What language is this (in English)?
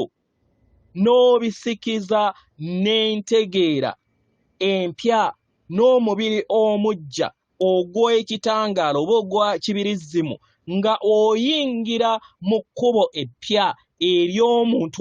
Ganda